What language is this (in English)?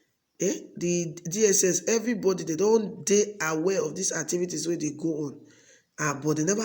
Nigerian Pidgin